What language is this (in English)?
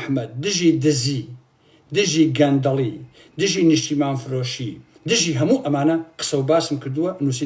Central Kurdish